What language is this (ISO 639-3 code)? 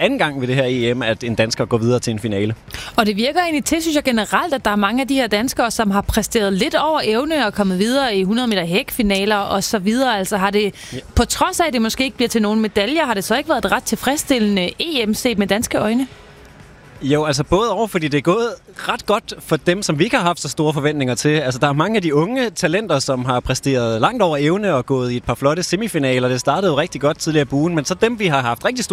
dan